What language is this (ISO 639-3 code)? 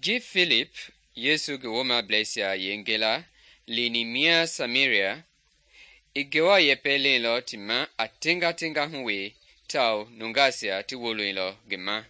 men